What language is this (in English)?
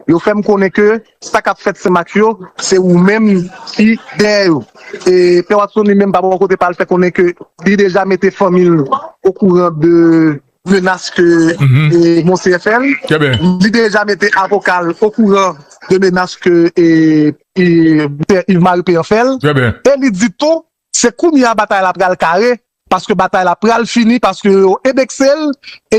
Haitian Creole